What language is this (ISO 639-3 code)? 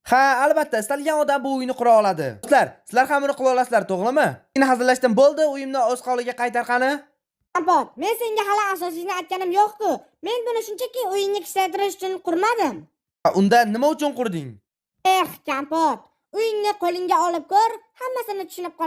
uzb